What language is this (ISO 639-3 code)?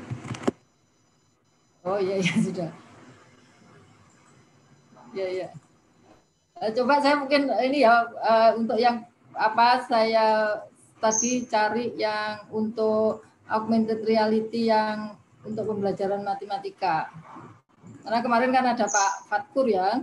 ind